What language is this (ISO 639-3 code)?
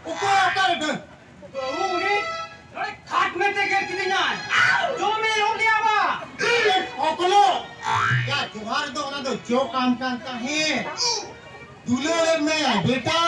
sat